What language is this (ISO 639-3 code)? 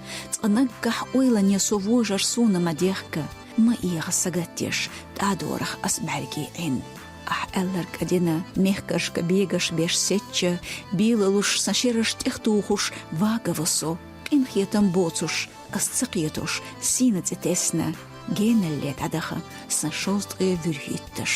che